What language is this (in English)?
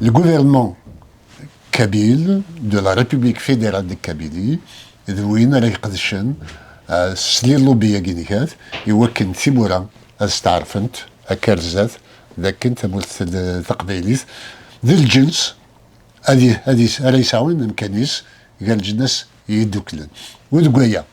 Kabyle